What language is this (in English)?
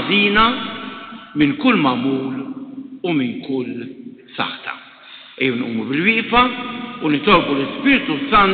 Maltese